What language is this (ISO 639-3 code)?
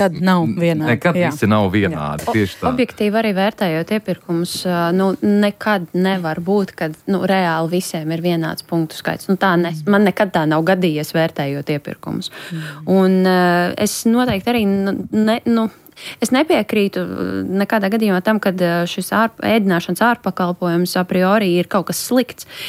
lav